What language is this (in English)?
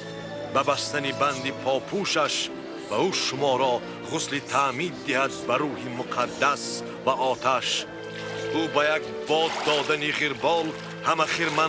Tajik